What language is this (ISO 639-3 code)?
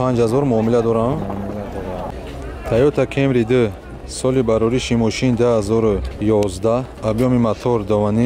tgk